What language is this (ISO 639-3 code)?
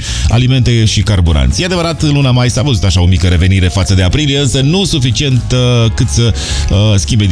ron